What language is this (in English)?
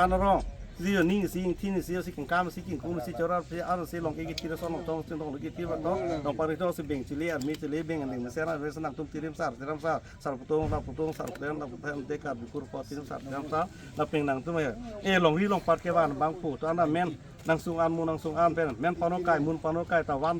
Karbi